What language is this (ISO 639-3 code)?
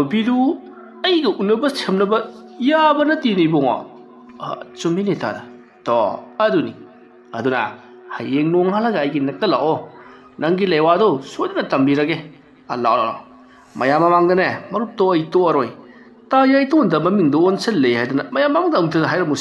mni